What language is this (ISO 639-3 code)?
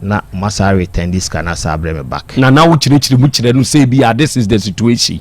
aka